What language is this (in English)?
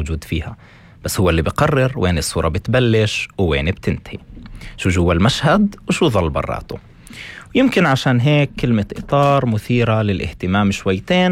North Levantine Arabic